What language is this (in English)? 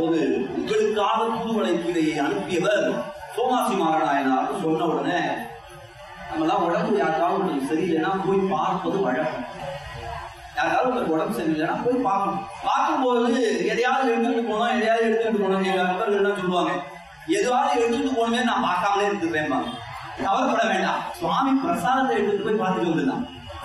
Tamil